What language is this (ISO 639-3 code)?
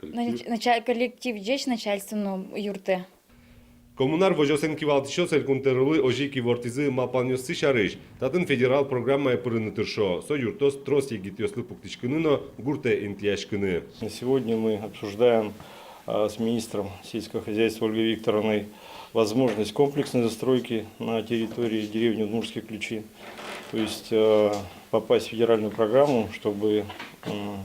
udm